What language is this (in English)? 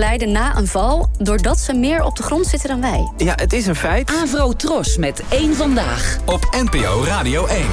Dutch